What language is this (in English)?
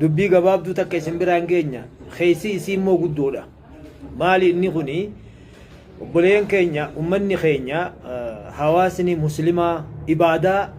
Oromo